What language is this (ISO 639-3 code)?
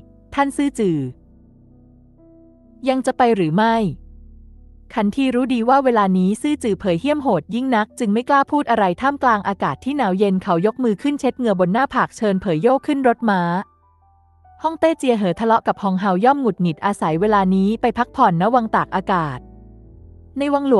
tha